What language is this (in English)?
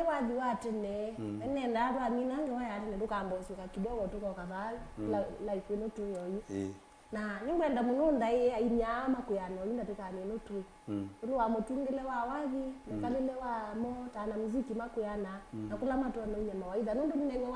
Kamba